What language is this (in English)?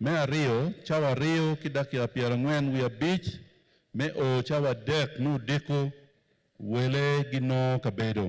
Acoli